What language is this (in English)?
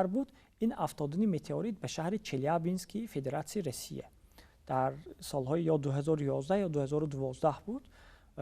Tajik